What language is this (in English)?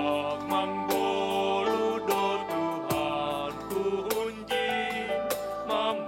Batak Simalungun